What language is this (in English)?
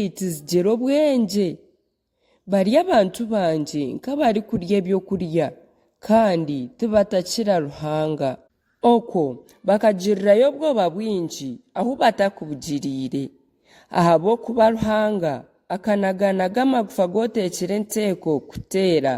Nyankole